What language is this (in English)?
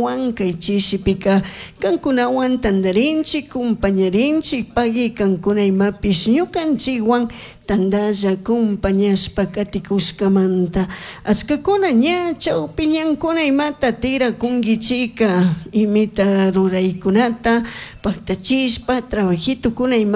Chimborazo Highland Quichua